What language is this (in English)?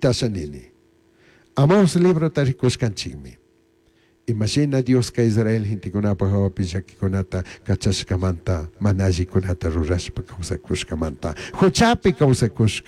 Chimborazo Highland Quichua